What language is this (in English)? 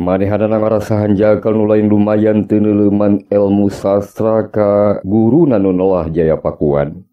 Sundanese